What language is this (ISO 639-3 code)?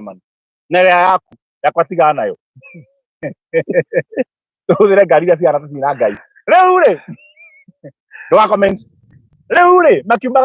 kik